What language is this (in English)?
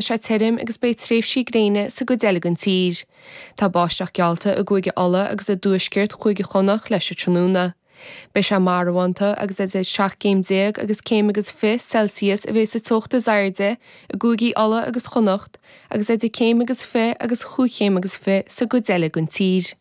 Irish